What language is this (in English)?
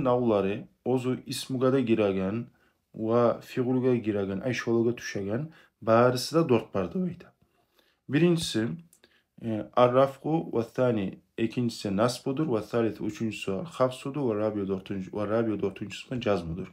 Kumyk